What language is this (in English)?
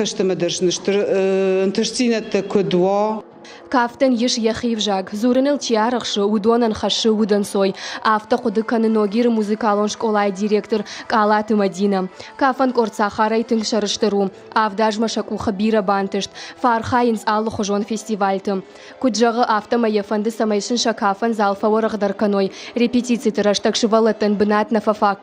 Ossetic